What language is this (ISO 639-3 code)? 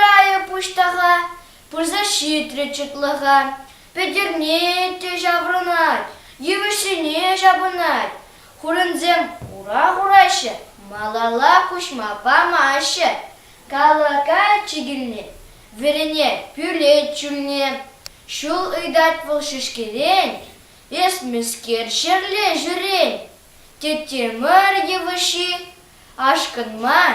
chv